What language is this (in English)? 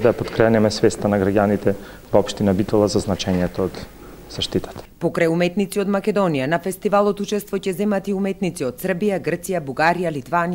Macedonian